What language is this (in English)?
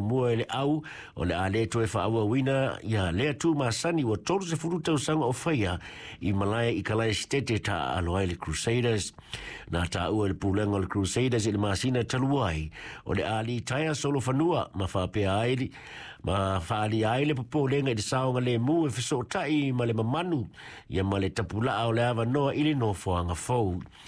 Samoan